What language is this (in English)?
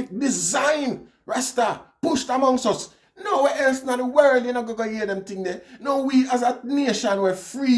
Jamaican Creole English